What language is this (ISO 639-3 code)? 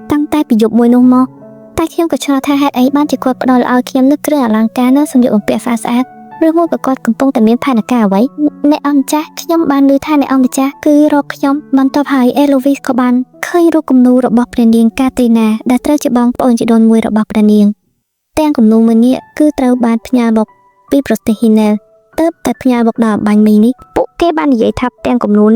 khm